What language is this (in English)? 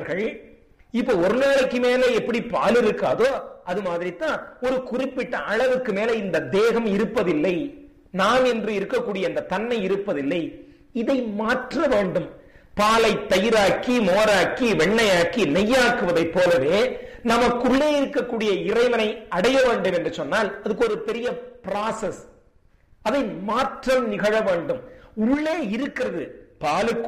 Tamil